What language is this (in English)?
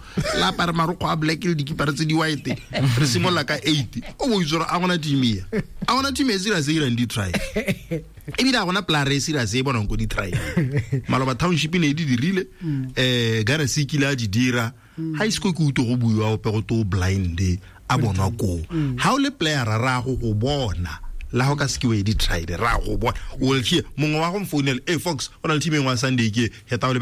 Tswana